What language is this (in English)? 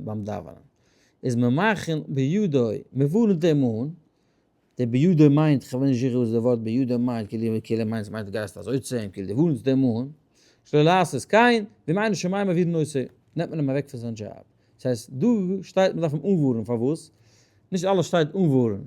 Yiddish